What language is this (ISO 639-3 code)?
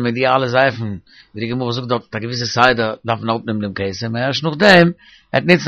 yid